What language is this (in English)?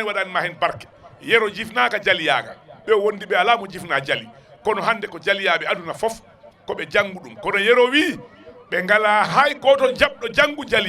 Fula